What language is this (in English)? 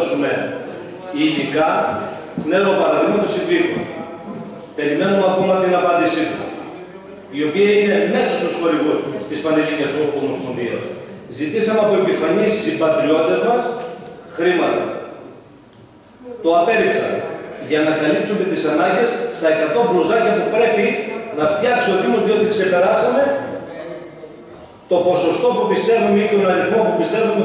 Greek